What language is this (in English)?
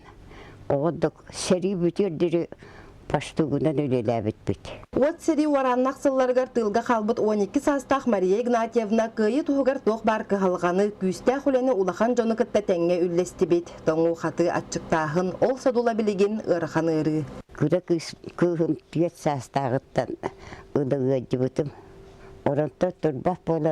Yakut